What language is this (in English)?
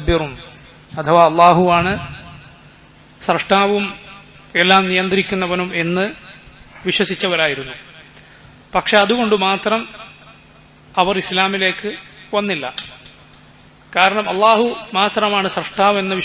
Malayalam